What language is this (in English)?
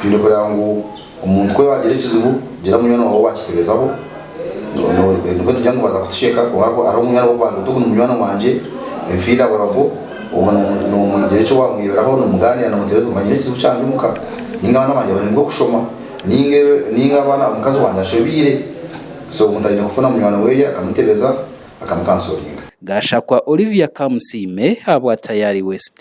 Nyankole